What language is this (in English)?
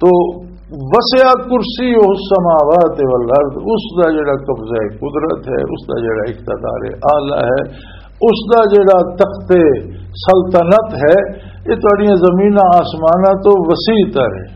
Western Panjabi